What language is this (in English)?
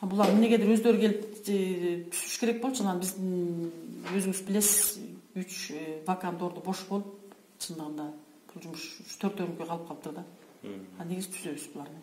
Kyrgyz